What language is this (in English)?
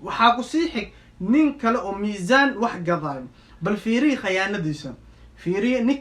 Somali